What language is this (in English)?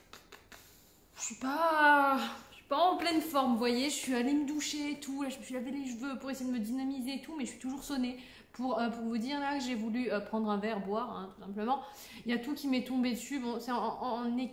French